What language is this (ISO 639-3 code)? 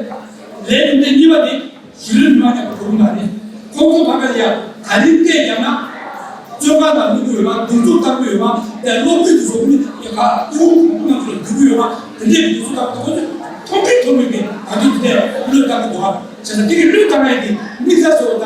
bod